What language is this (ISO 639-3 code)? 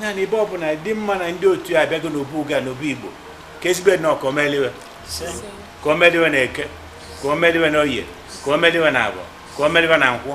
ibo